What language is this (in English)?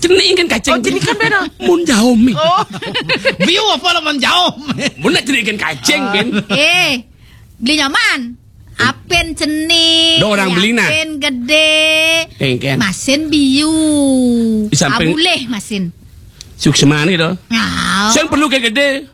Balinese